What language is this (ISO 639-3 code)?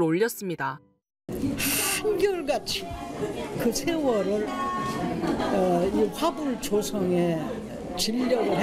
kor